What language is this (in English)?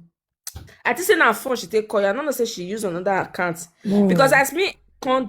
Nigerian Pidgin